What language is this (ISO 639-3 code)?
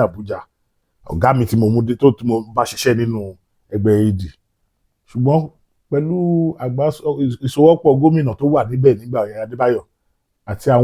yor